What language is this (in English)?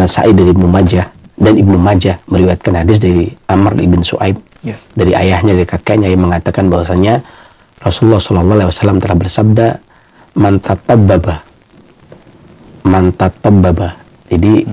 Indonesian